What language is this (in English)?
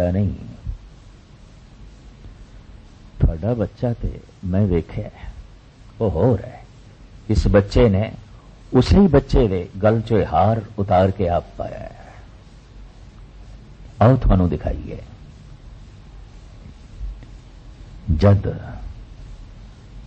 Punjabi